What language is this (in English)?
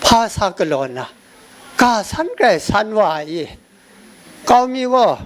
Kachin